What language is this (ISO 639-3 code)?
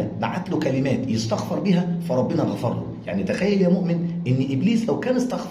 arz